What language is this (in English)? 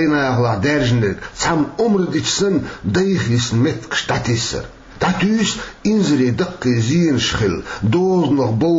Chechen